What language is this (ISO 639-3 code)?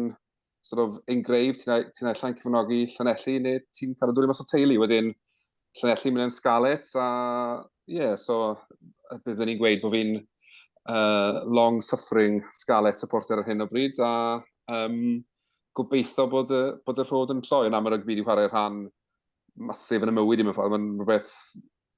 cym